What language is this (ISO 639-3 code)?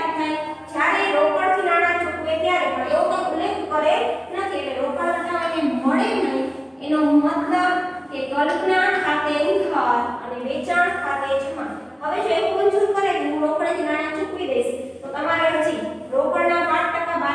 guj